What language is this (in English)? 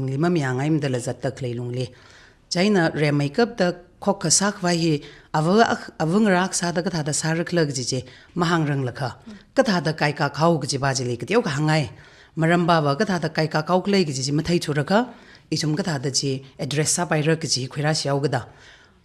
Tangkhul Naga (India)